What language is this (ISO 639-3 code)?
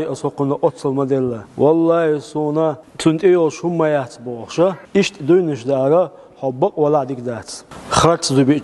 che